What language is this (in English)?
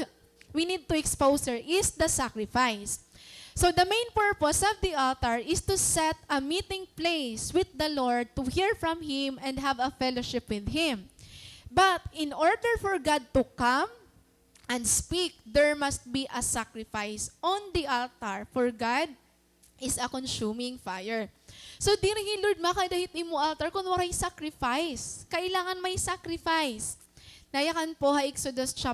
Waray